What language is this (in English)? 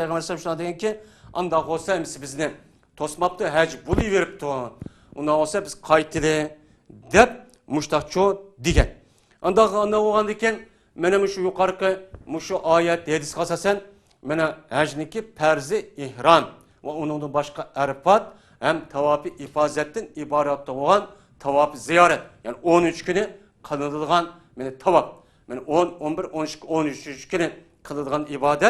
Uyghur